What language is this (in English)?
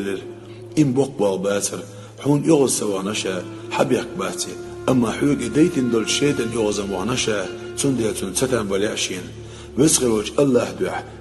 Chechen